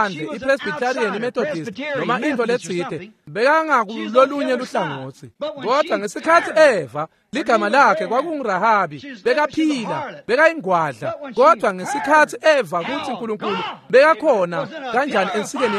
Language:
Swati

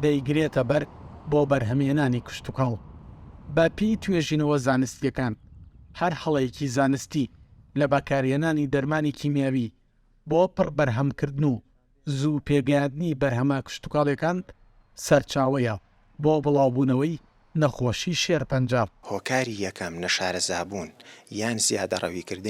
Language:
Central Kurdish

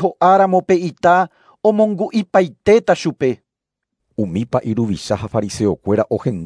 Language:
Guarani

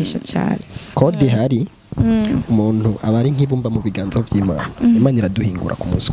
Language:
Rundi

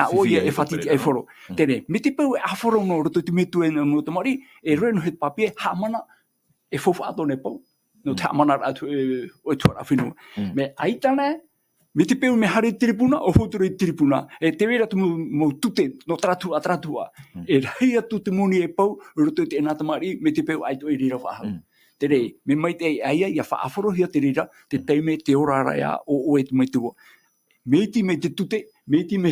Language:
Tahitian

